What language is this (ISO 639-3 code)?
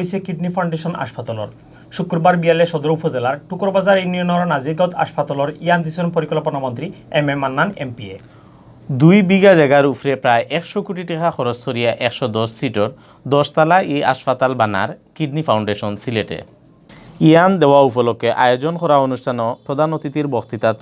syl